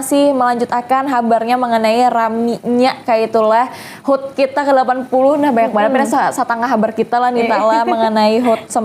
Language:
Banjar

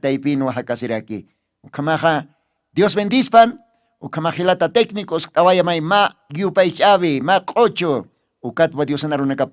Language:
Aymara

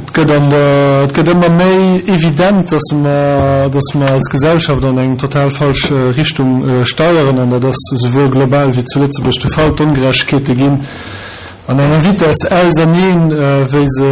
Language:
Luxembourgish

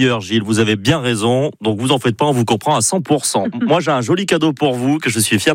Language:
French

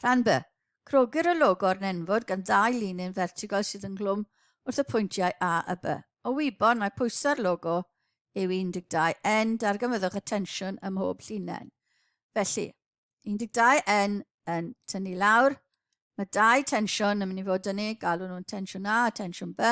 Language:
Welsh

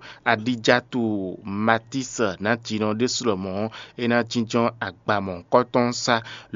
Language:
Fon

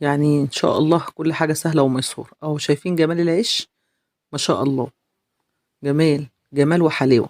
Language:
Egyptian Arabic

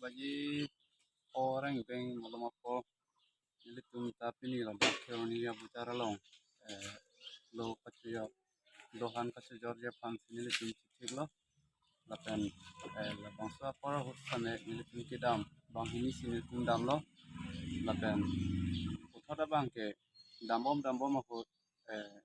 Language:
Karbi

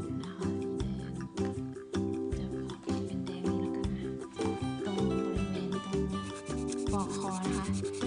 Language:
Thai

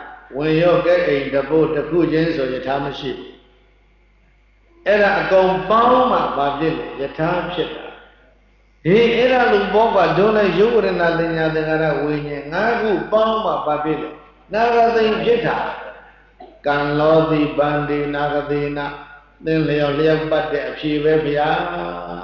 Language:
Burmese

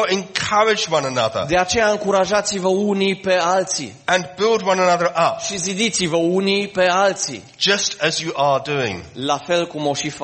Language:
Romanian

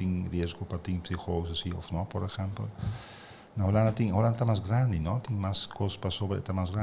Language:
Papiamento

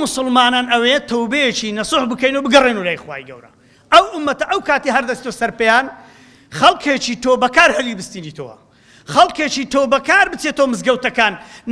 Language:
Central Kurdish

